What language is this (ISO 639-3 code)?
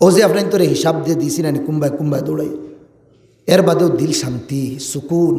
syl